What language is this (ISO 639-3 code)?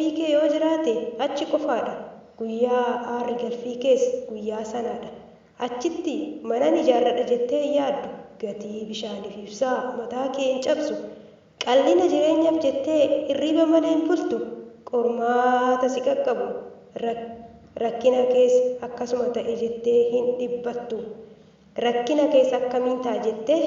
orm